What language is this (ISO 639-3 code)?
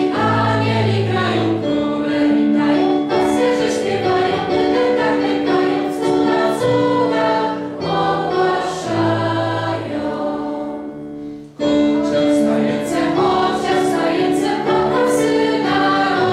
pol